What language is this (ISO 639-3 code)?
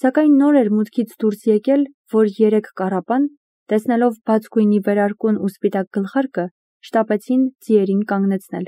hye